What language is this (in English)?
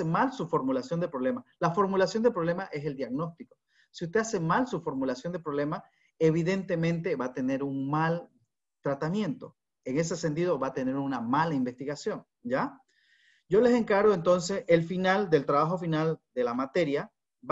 Spanish